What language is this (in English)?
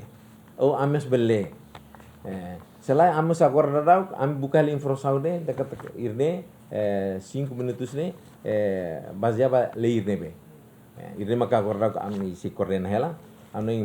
Tetum